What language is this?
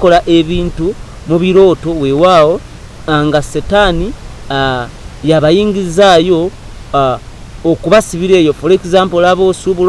Ganda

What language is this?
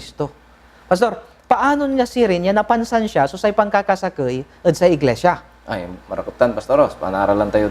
Pangasinan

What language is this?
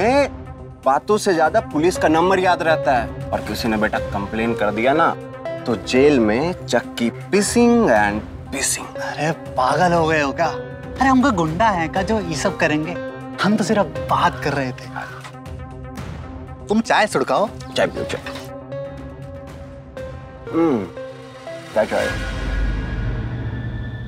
Hindi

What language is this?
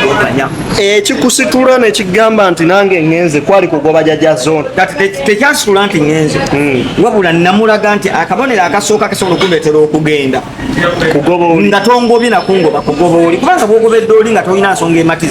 Ganda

